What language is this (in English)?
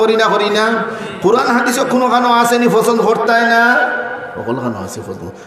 Sylheti